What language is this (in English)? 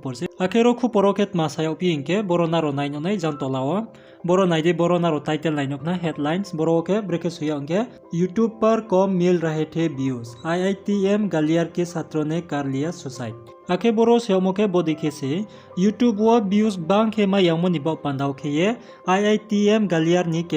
Riang (India)